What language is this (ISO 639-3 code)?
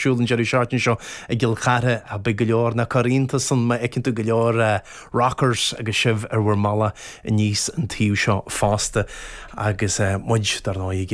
gle